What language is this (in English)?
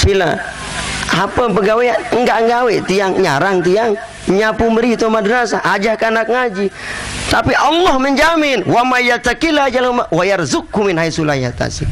Sasak